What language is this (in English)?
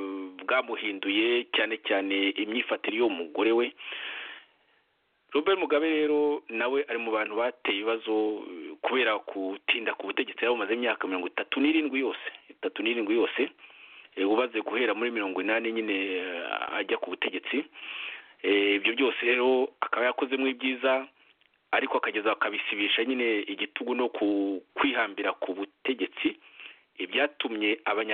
Kinyarwanda